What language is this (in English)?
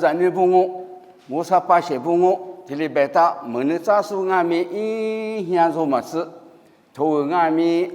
Lisu